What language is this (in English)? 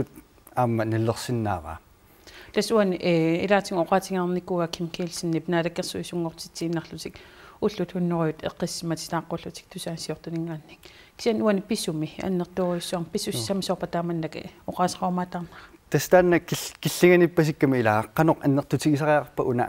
Kalaallisut